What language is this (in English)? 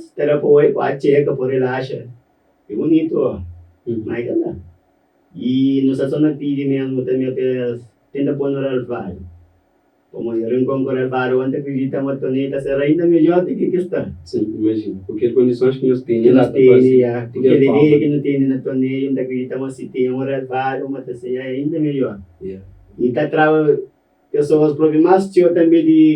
Kabuverdianu